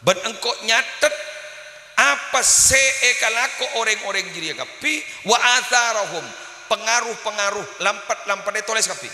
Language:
Madurese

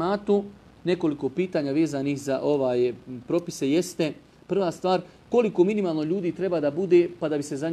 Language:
Bosnian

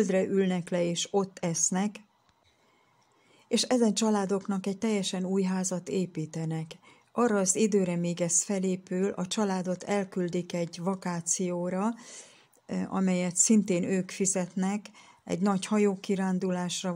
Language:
Hungarian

